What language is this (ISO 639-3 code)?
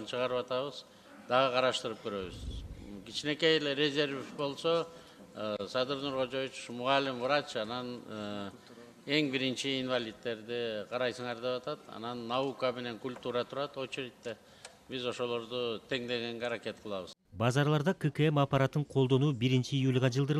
kir